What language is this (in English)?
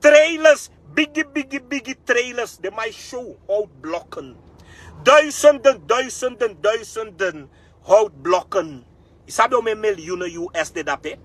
Sranan Tongo